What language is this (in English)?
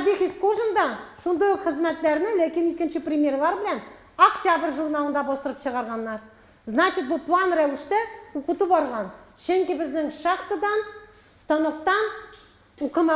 Tatar